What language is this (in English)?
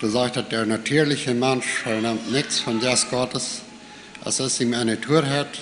Plautdietsch